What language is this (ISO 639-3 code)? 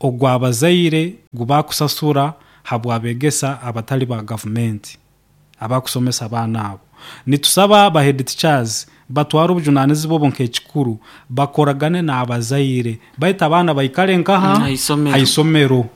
nyo